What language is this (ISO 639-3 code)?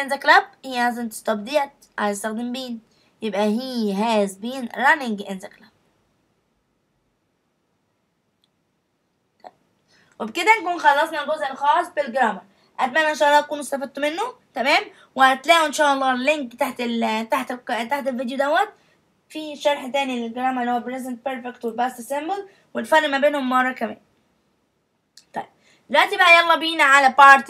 arz